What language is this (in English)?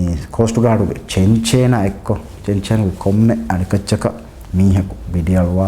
Divehi